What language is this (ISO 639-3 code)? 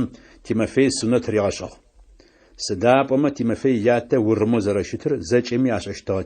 ady